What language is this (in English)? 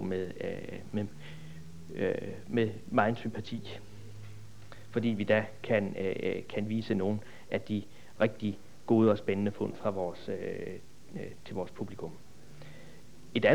Danish